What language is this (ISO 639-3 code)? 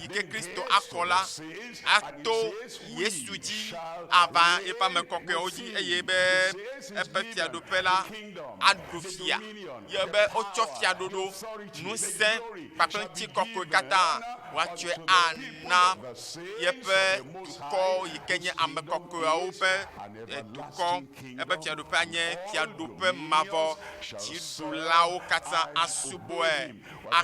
ewe